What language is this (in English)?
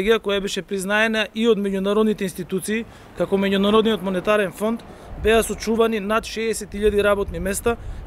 Macedonian